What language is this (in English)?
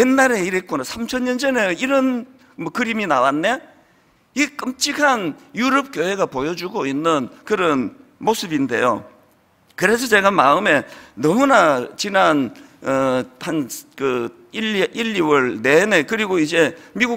Korean